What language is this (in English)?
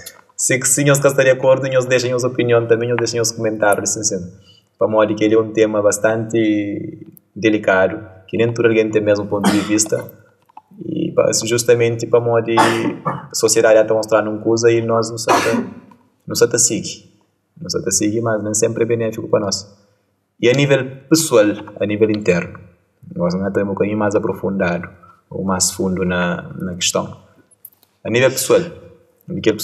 Kabuverdianu